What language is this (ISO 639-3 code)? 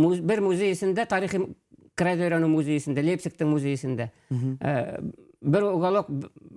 bak